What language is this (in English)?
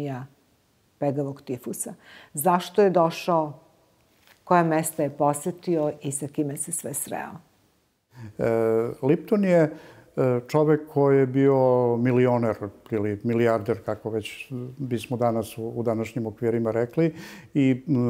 Serbian